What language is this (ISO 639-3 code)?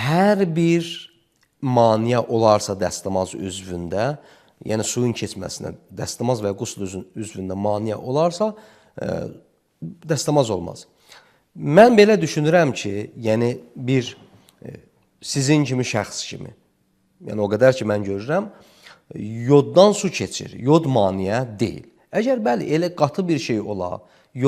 aze